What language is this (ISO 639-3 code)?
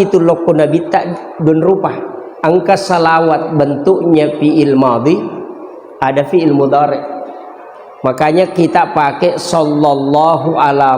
bug